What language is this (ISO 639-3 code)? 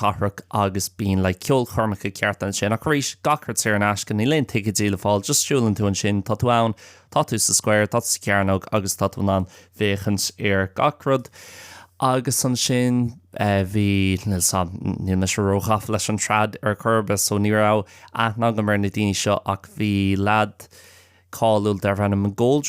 gle